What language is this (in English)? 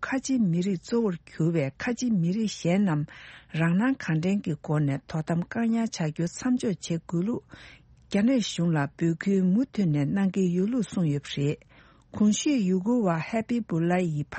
Tibetan